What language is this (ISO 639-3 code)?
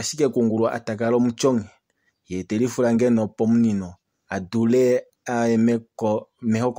kua